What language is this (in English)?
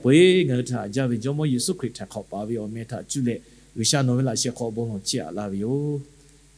Lahu